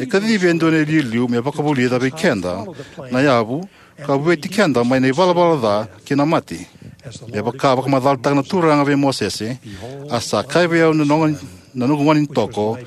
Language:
Fijian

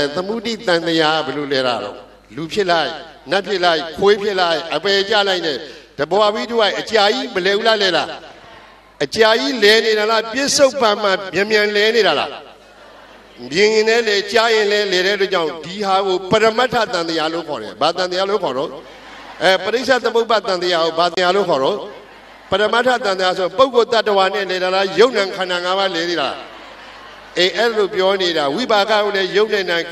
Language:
Burmese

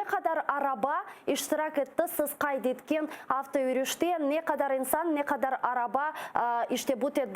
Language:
Crimean Tatar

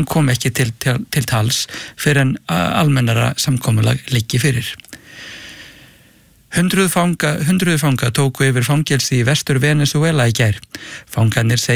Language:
Icelandic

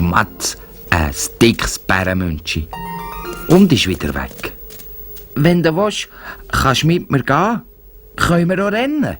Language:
Swiss German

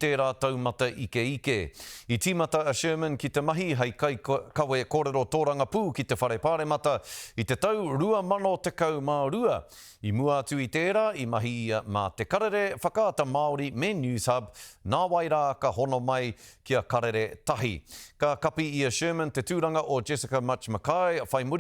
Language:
Māori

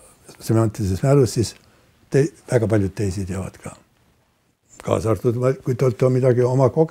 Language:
Estonian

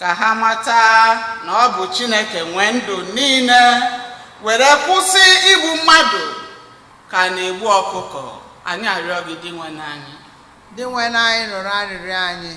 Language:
Igbo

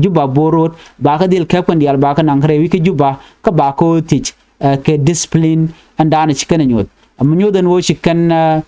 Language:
Nuer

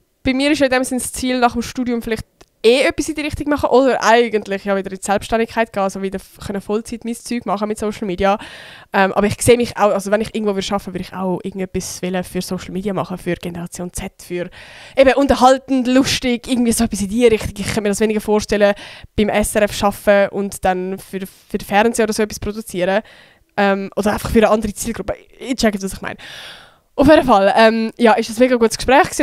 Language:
Swiss German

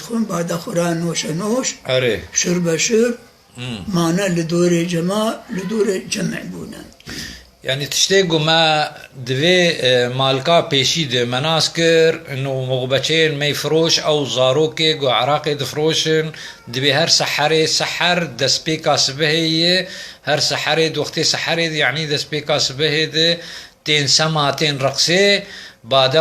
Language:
Kurdish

